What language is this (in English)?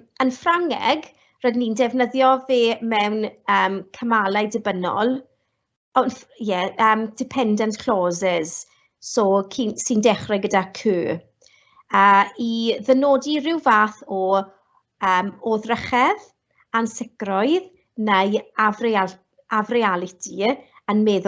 Welsh